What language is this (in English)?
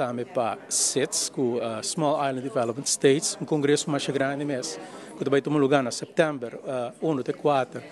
Papiamento